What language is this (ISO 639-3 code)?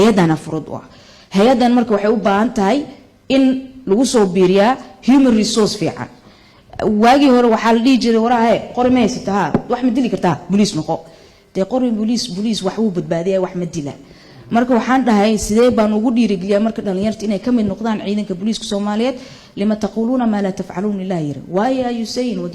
som